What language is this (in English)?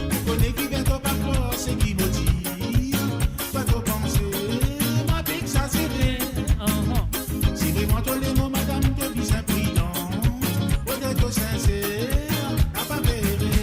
Morisyen